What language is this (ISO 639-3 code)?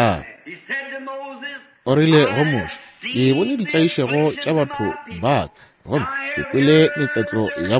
nso